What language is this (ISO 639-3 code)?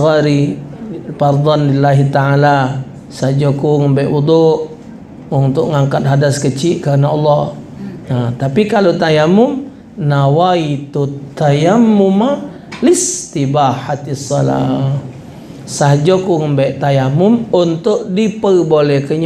mui